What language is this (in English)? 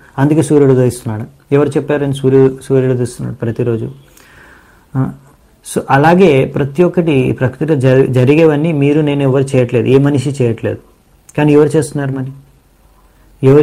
Telugu